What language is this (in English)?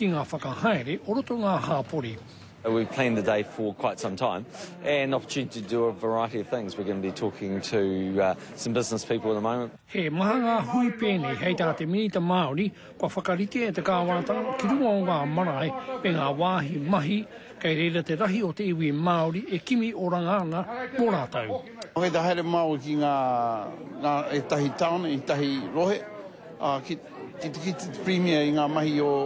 Māori